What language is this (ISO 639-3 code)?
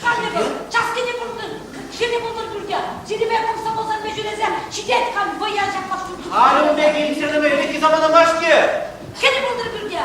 chv